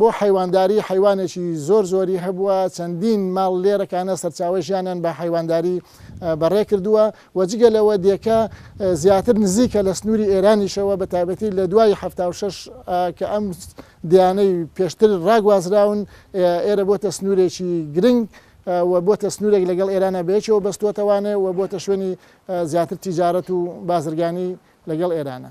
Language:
Central Kurdish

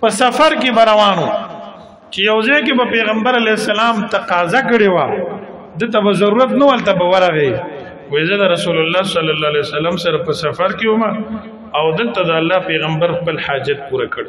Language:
Pashto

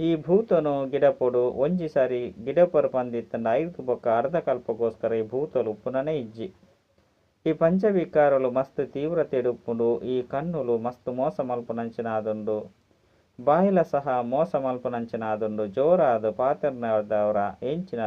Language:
Tulu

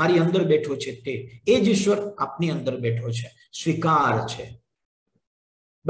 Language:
Gujarati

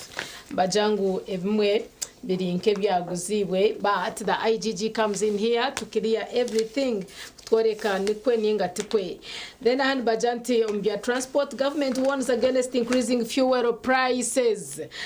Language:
Nyankole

